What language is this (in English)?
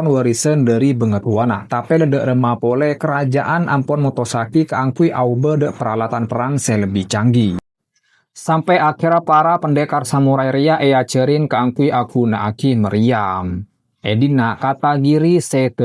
Madurese